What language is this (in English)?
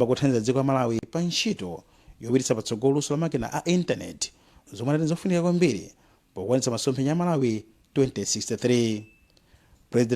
Nyanja